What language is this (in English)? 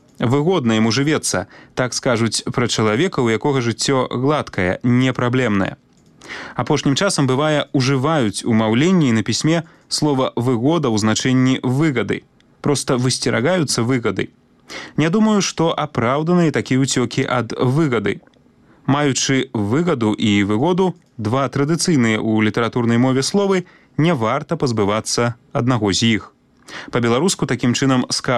Belarusian